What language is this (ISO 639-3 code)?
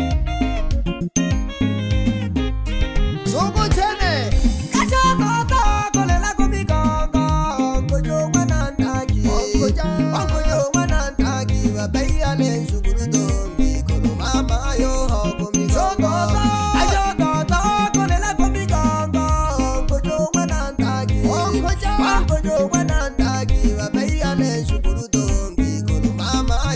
swa